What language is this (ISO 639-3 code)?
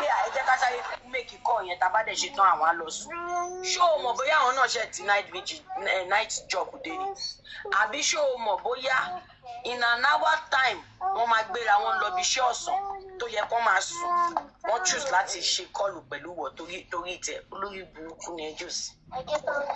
yor